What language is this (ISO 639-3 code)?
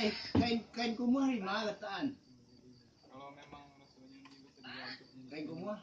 min